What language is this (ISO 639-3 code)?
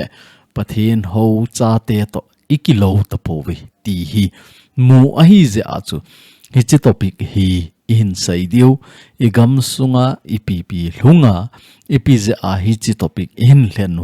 tcz